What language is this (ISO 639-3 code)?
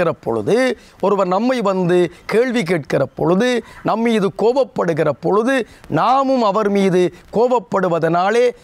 tam